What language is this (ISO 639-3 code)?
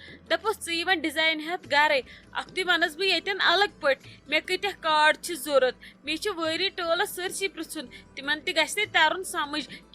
kas